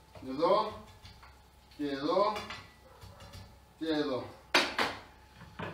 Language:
Greek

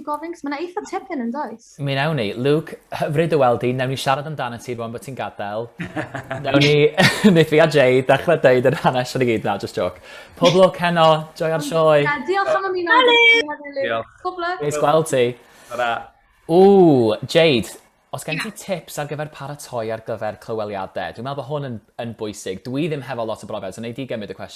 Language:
Welsh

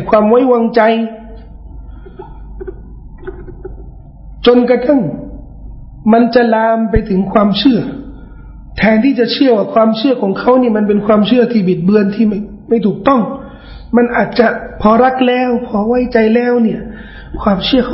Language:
Thai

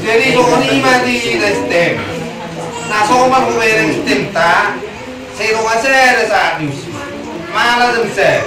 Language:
Batak Toba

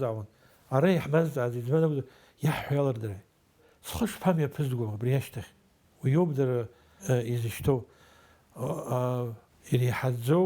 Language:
Abkhazian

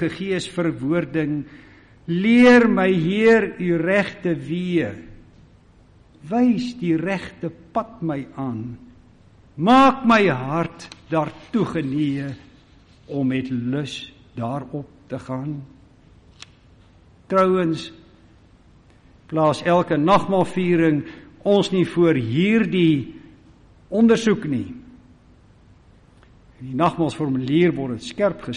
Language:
Afrikaans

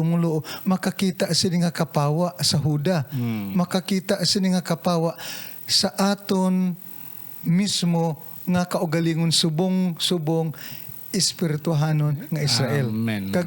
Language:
Hiligaynon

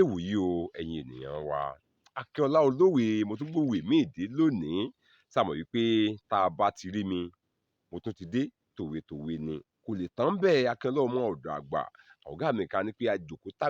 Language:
Yoruba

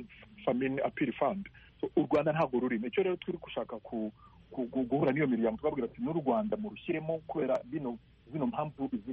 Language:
Kinyarwanda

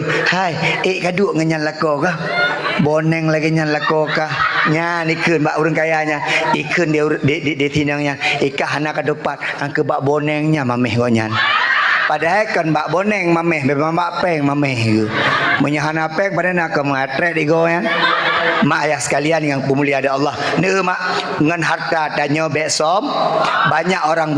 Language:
Achinese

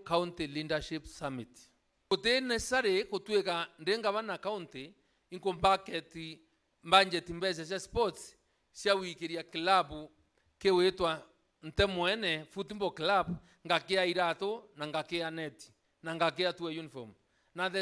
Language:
Meru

